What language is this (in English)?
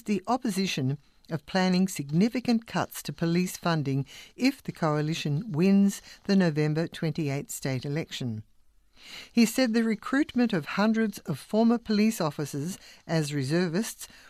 English